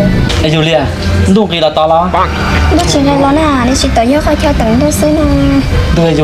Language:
Hmong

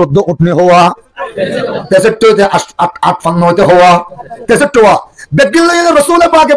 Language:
Rohingya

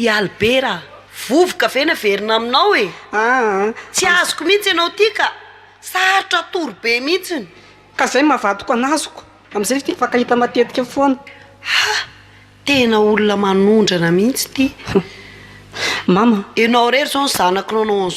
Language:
Malagasy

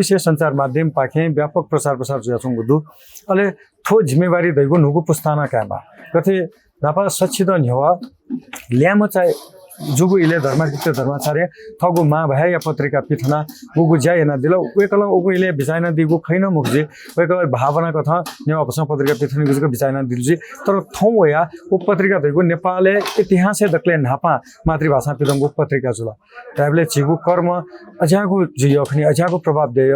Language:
Newari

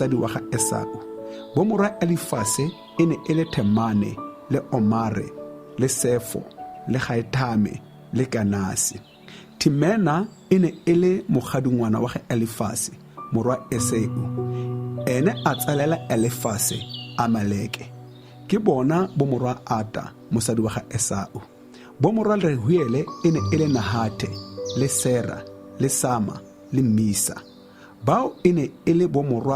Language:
Tswana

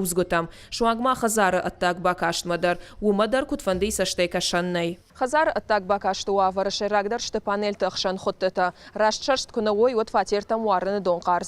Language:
Ossetic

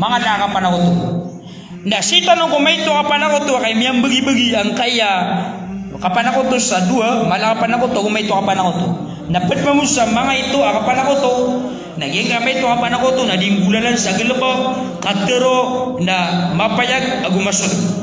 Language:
Maranao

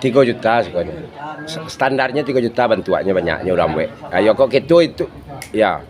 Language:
Minangkabau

